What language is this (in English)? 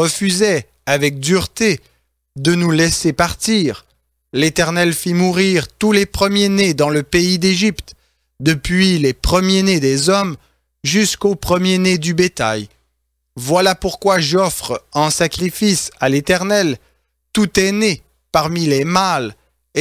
French